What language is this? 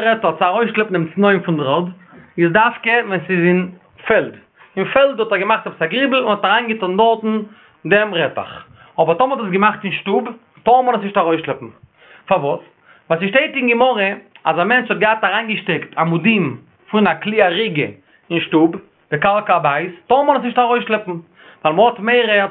Yiddish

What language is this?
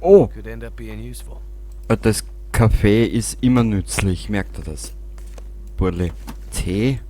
Bavarian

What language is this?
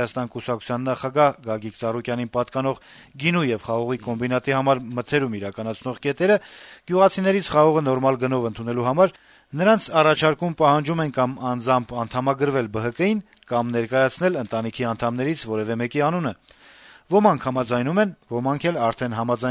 Armenian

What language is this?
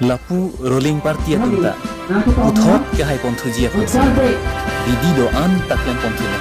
Karbi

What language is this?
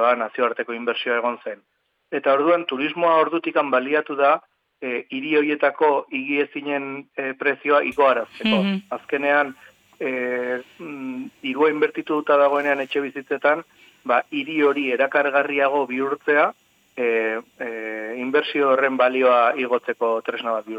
Basque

